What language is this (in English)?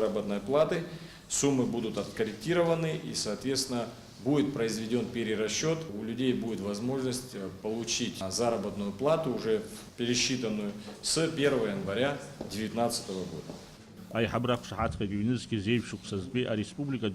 Abkhazian